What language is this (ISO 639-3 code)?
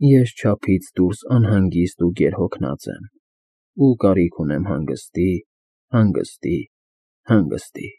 hye